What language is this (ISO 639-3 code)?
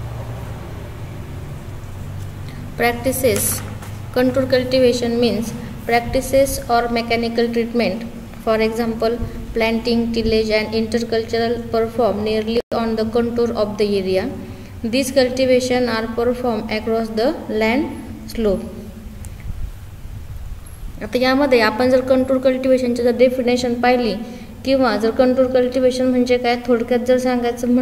mar